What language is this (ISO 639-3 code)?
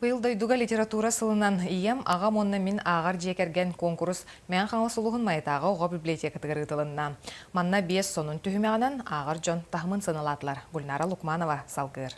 sah